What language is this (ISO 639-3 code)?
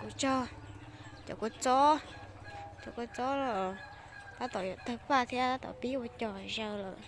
hmn